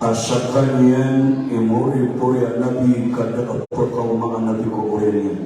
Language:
Maranao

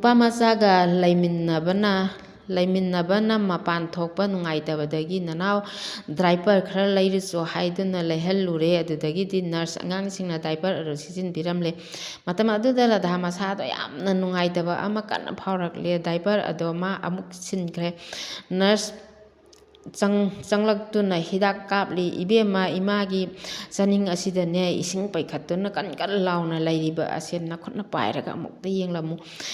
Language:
Manipuri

